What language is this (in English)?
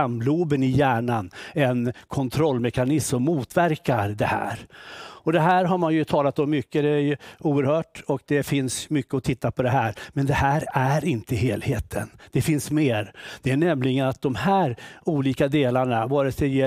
Swedish